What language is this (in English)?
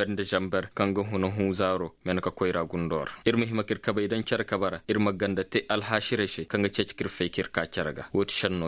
Koyraboro Senni